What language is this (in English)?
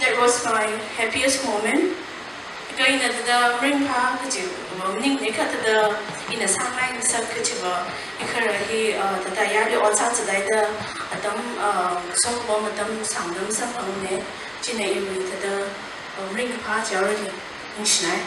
Tangkhul Naga (India)